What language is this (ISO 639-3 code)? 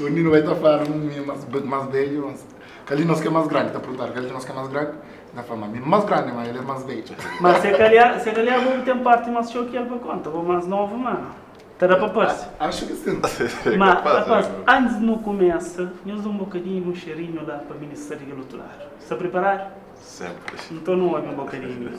kea